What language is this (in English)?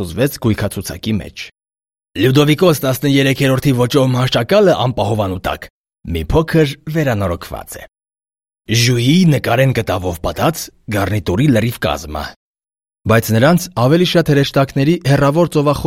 Armenian